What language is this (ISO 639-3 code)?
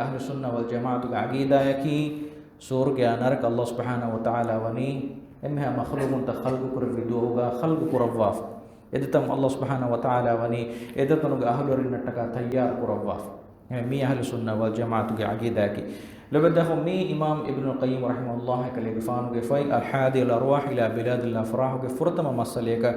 div